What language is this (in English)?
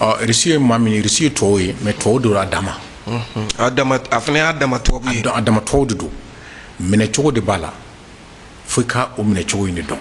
Bambara